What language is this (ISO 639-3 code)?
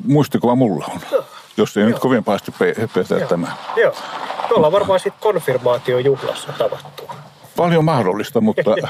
fin